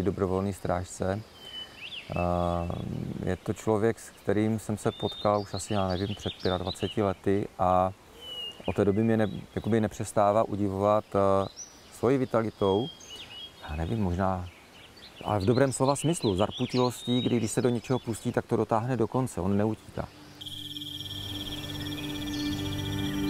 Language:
Czech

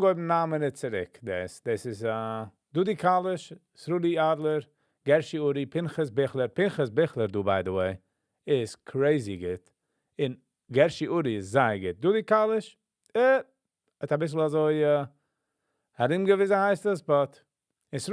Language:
Yiddish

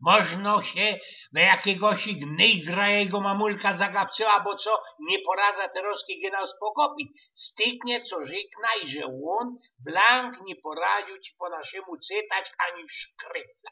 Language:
Silesian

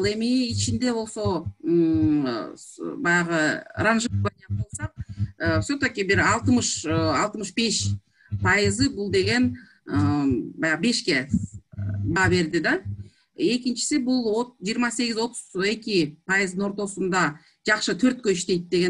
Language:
Kyrgyz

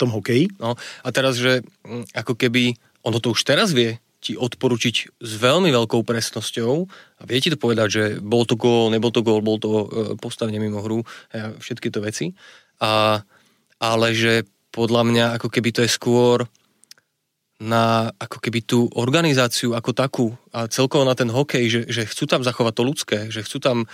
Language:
Slovak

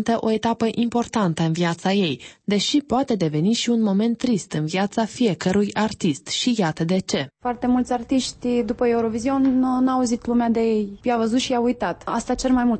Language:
Romanian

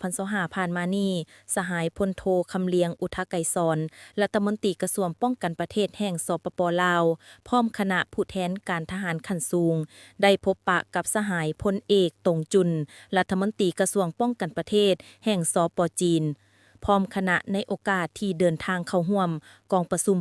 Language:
Lao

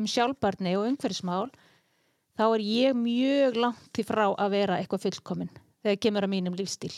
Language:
Icelandic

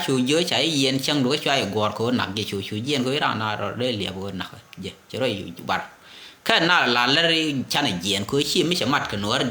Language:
Nuer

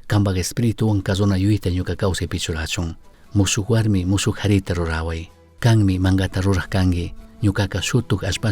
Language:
Chimborazo Highland Quichua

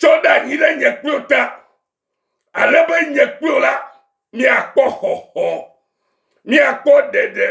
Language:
Ewe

